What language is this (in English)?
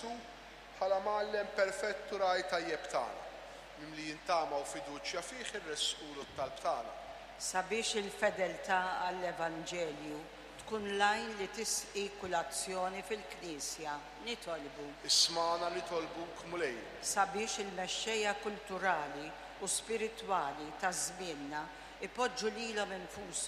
Maltese